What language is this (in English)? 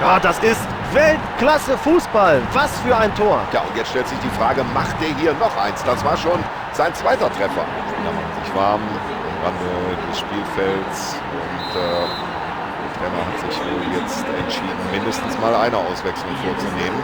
Bavarian